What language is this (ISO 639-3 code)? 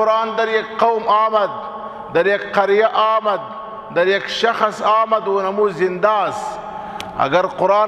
pus